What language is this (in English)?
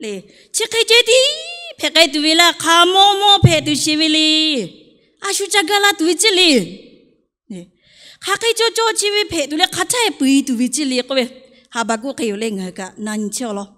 Lahu